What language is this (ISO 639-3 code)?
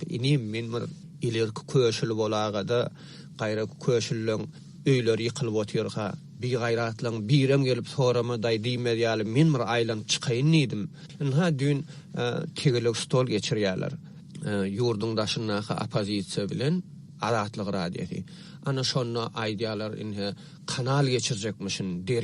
tuk